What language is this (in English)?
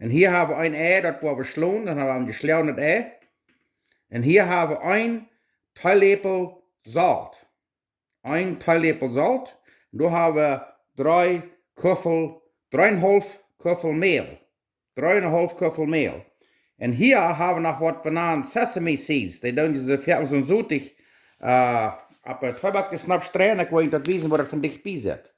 Plautdietsch